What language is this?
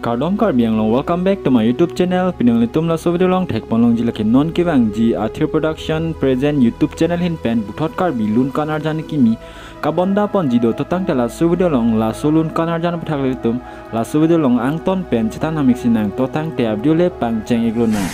Karbi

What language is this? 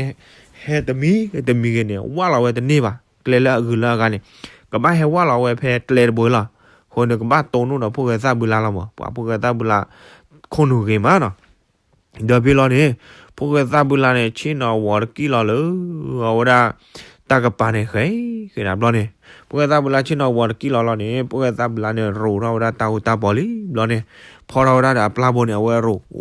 S'gaw Karen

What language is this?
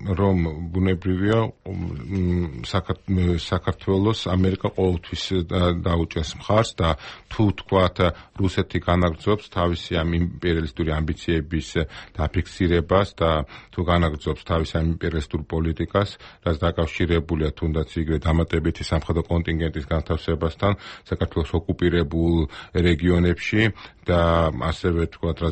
Georgian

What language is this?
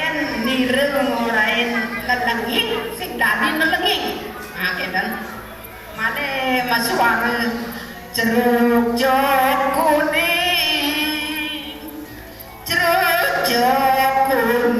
Balinese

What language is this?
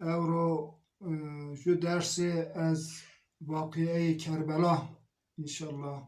Zaza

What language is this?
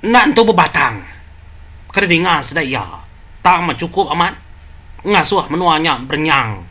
Iban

